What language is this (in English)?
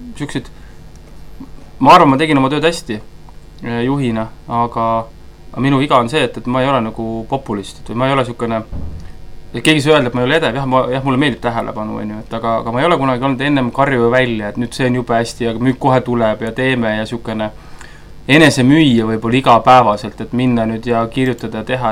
Estonian